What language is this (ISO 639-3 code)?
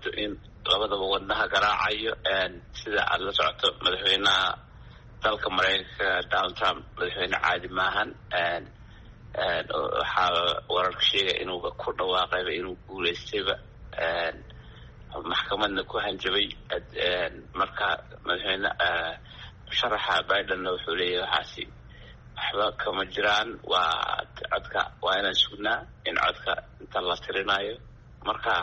som